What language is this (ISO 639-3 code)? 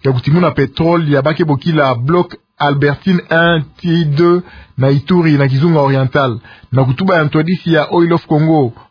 ktu